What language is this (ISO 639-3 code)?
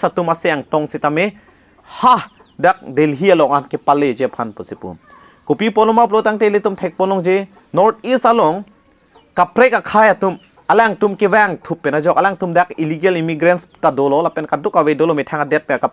mjw